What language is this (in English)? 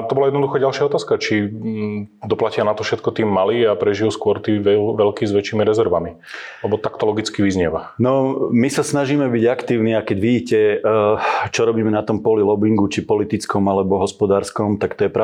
Slovak